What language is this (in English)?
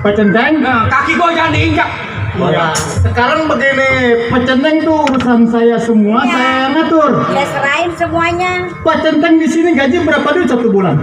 Betawi